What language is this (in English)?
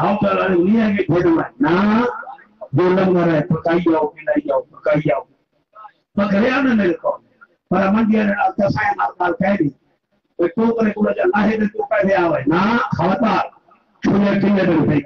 Saraiki